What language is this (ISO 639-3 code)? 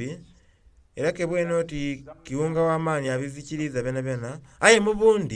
xog